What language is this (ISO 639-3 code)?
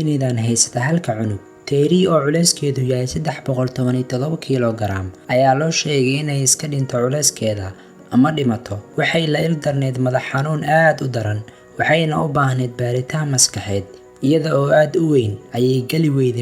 som